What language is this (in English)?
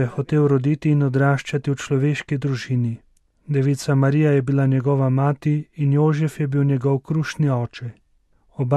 Slovenian